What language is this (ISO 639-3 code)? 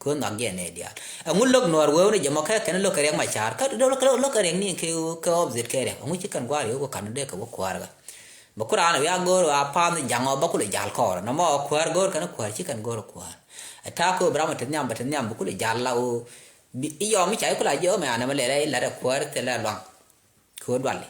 nus